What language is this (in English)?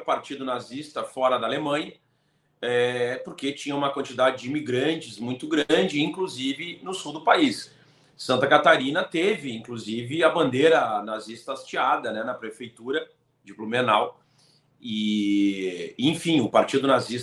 Portuguese